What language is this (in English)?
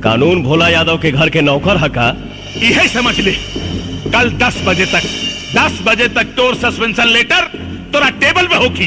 Bhojpuri